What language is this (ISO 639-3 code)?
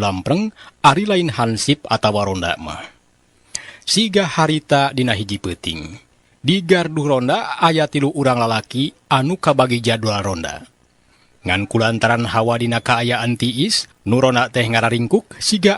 sun